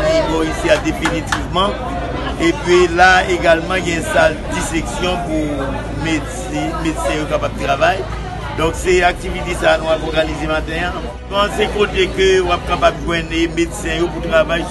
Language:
Haitian Creole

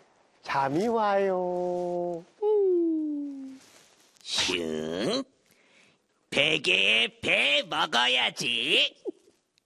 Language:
Korean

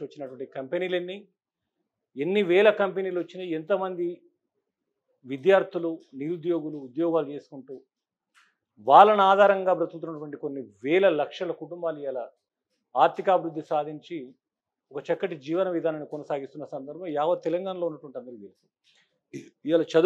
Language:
Telugu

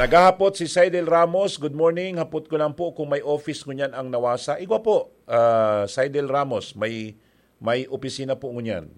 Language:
Bikol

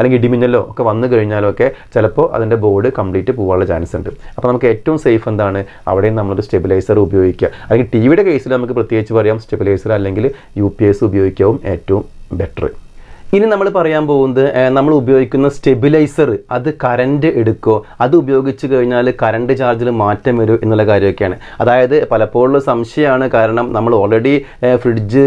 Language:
Malayalam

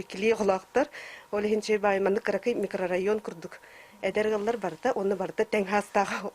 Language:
Yakut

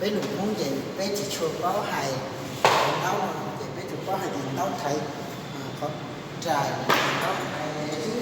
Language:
Hmong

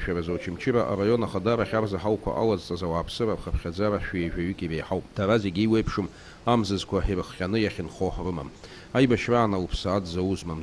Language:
Abkhazian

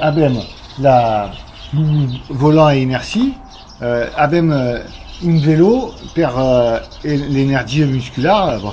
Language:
Occitan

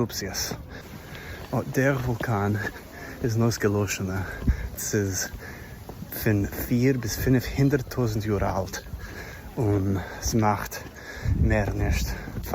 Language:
Yiddish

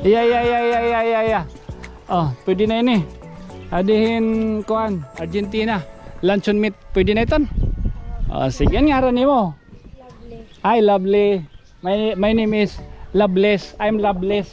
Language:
Waray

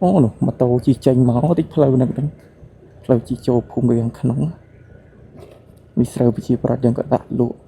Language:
Khmer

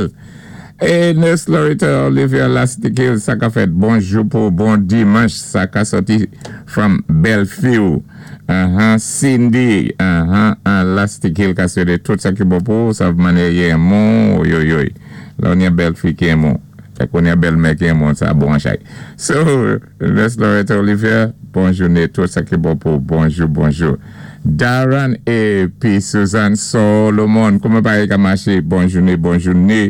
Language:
Saint Lucian Creole French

